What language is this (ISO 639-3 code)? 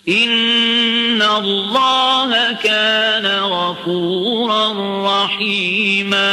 fuf